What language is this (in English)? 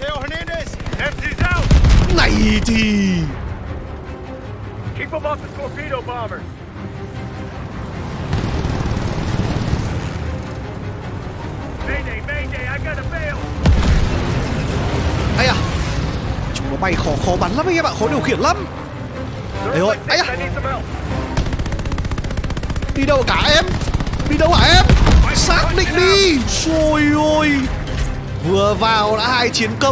Vietnamese